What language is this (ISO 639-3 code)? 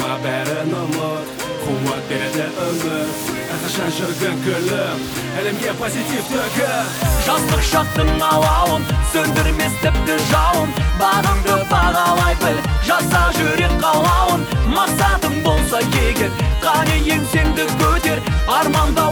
kaz